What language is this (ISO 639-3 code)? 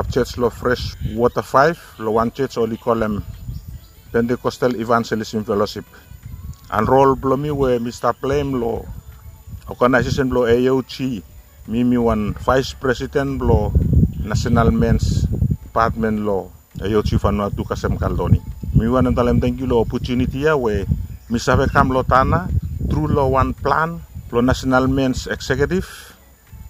bis